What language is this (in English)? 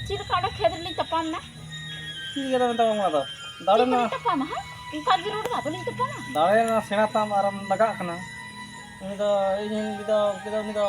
Santali